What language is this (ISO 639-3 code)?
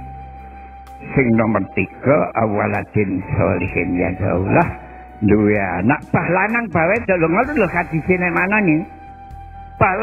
jav